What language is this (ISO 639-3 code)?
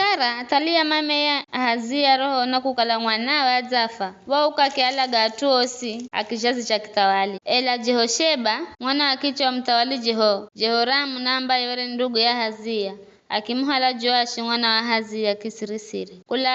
nyf